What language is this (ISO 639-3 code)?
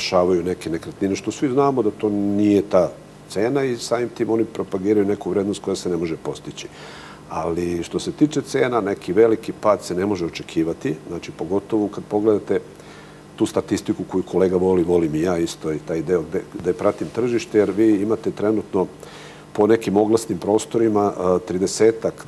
srp